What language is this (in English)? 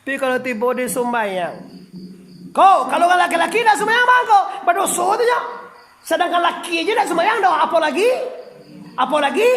Minangkabau